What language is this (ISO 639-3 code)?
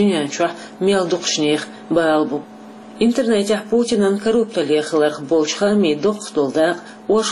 che